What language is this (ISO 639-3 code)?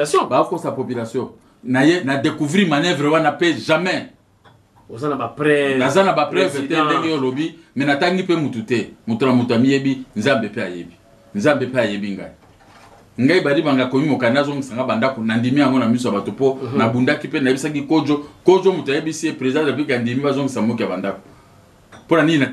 lin